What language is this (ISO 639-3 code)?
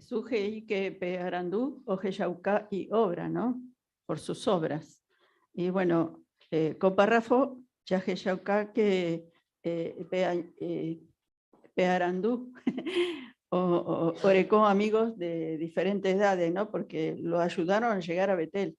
grn